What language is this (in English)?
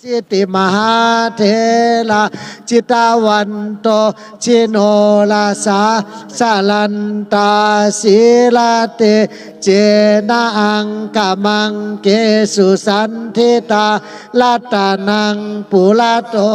Shan